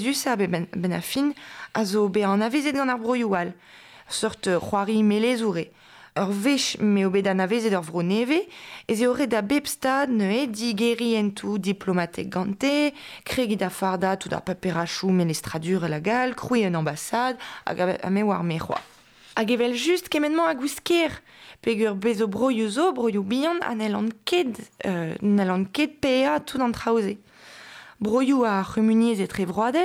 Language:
Breton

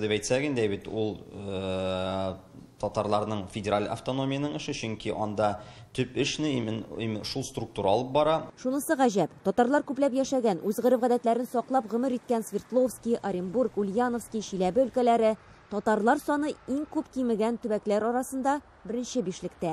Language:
Tatar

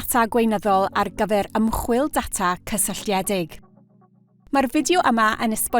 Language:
Welsh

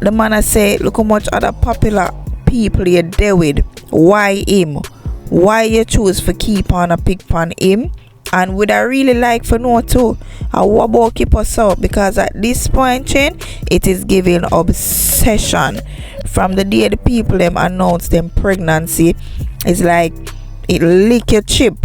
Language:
Jamaican Creole English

